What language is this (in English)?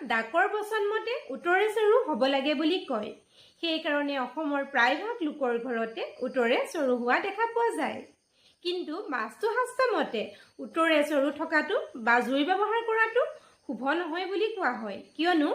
Assamese